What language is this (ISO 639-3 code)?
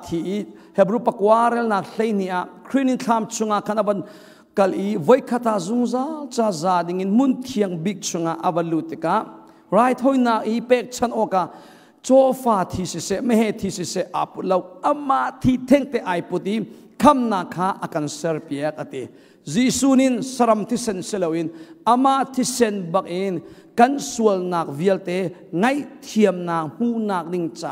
cnh